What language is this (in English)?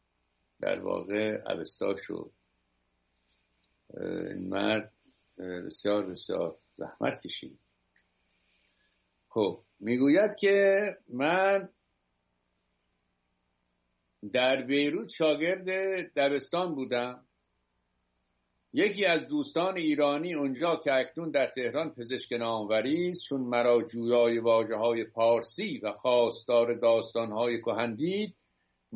Persian